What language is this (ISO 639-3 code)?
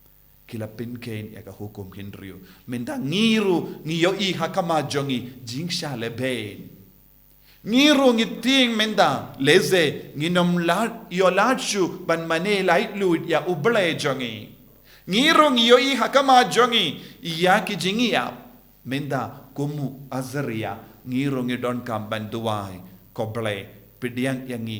kha